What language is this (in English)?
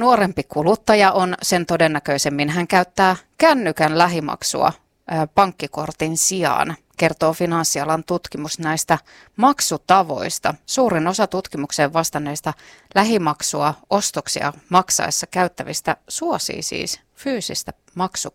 Finnish